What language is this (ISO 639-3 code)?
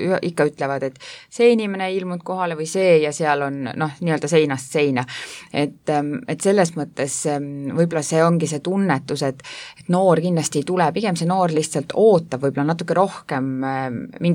est